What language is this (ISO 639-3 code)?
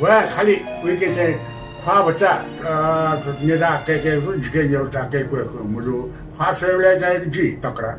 new